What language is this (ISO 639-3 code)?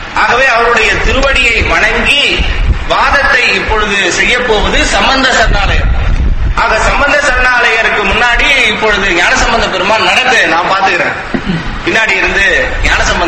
tam